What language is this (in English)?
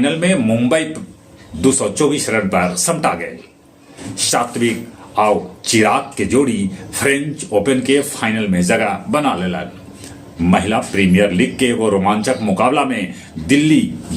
Magahi